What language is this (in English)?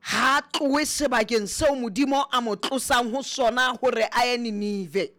Southern Sotho